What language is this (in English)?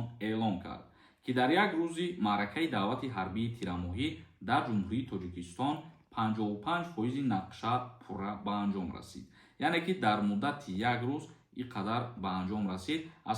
Tajik